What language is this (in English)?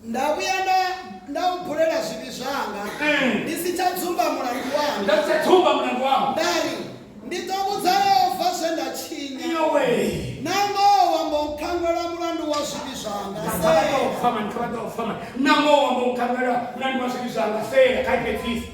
Venda